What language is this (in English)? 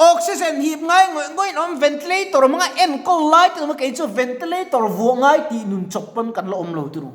Mizo